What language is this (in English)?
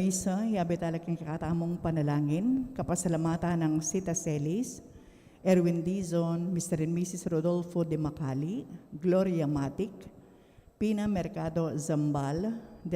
Pampanga